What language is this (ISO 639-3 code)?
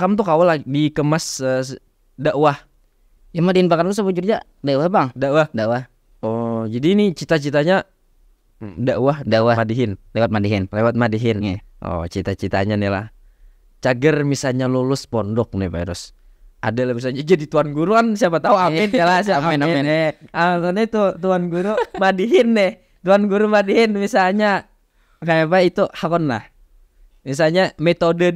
bjn